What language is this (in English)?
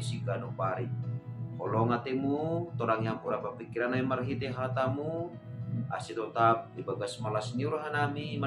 Batak Simalungun